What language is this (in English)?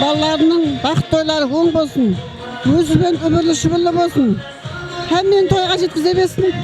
Kara-Kalpak